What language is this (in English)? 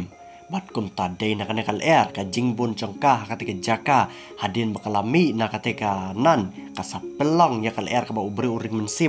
Khasi